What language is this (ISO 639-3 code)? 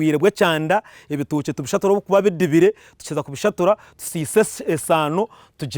nyn